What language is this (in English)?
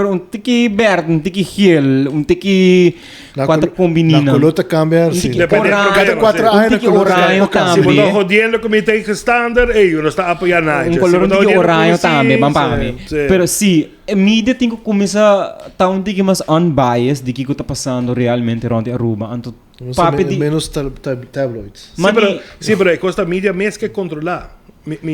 Papiamento